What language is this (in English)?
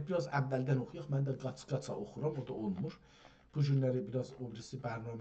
South Azerbaijani